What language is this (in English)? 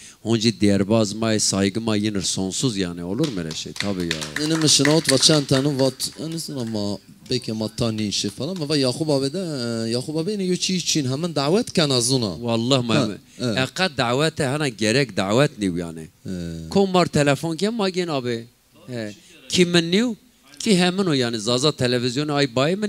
Zaza